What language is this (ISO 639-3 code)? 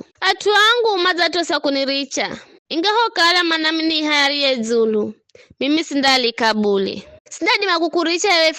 nyf